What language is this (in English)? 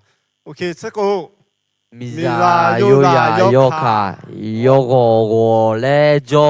Akha